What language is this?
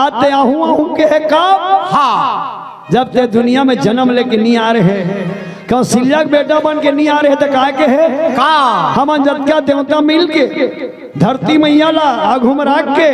Chhattisgarhi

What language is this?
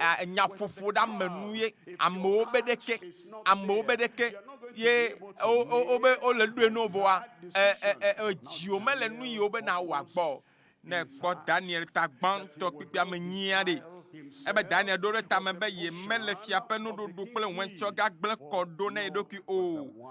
Ewe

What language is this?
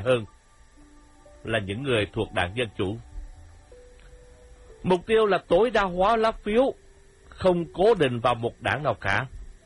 Vietnamese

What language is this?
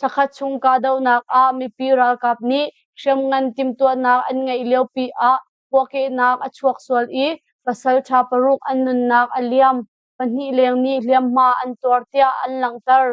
Hakha Chin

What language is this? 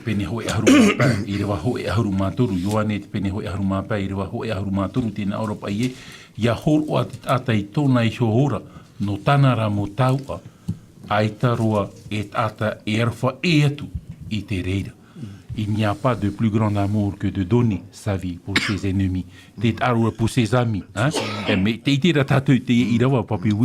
Tahitian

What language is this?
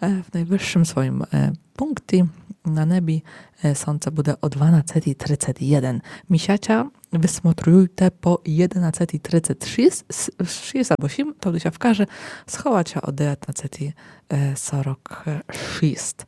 Rusyn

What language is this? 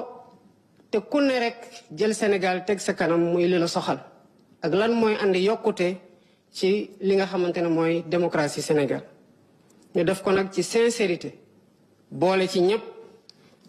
Wolof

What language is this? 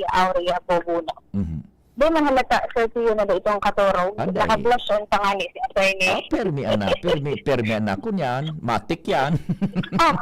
Bikol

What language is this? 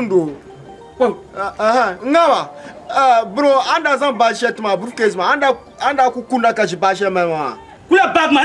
Dagbani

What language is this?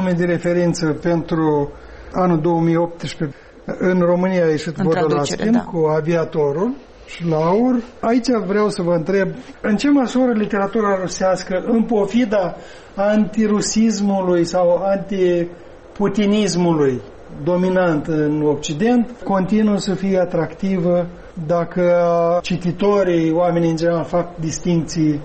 Romanian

